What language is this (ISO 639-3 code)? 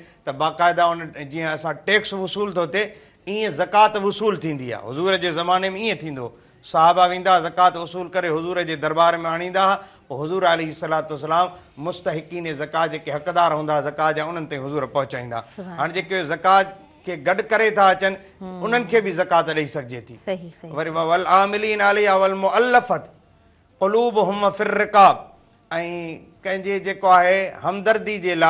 snd